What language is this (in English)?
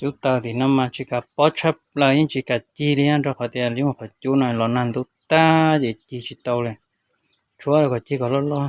Hmong